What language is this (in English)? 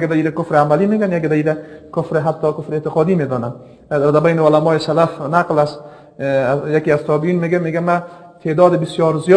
Persian